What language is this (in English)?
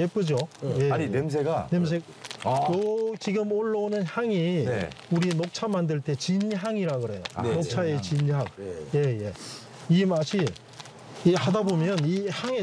Korean